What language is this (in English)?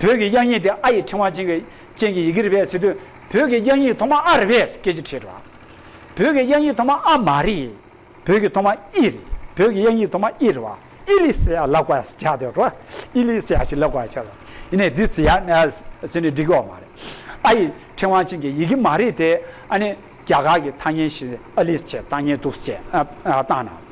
Tibetan